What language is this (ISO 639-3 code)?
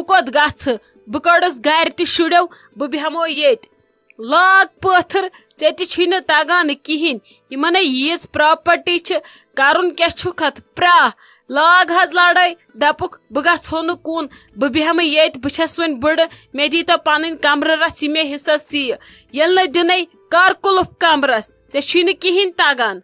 kas